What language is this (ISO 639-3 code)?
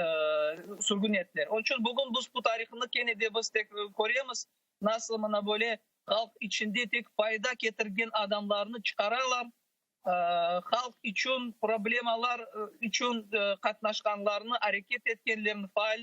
crh